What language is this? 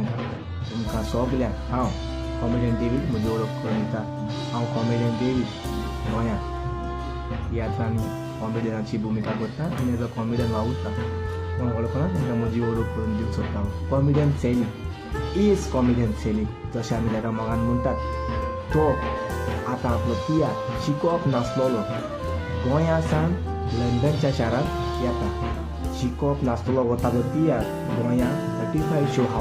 Konkani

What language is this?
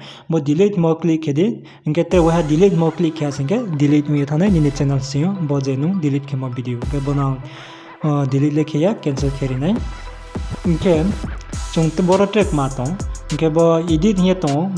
Riang (India)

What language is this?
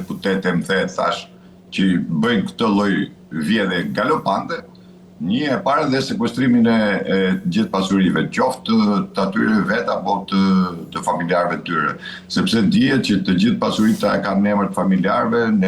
Albanian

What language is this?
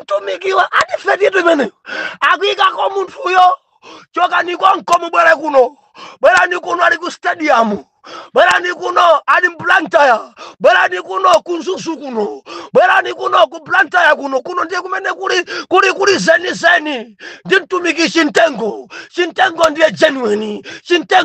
Nyanja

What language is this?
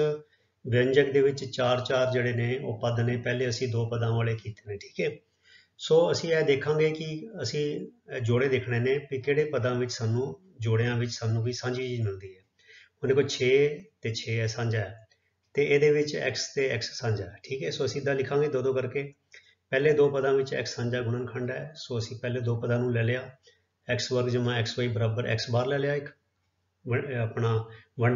Punjabi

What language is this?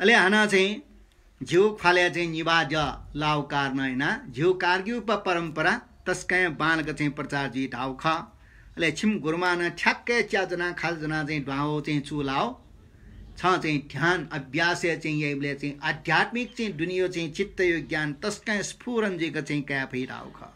Newari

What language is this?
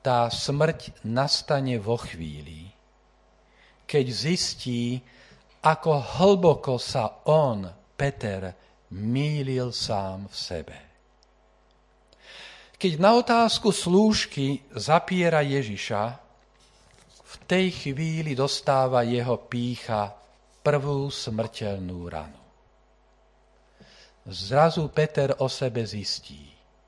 Slovak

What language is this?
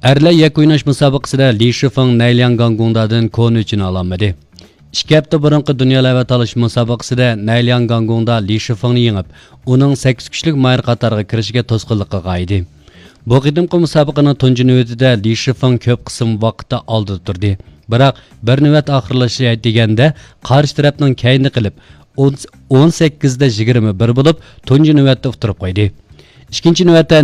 Uyghur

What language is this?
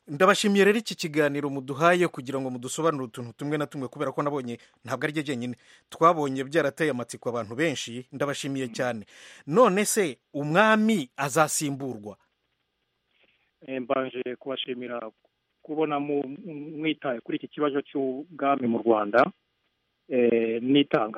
Kinyarwanda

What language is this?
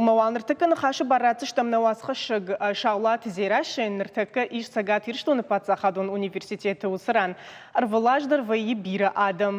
Ossetic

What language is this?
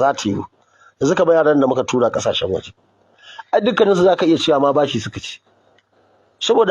Hausa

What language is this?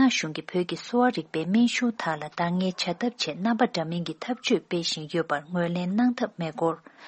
Tibetan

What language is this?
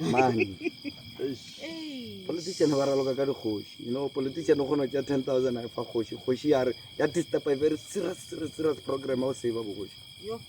Northern Sotho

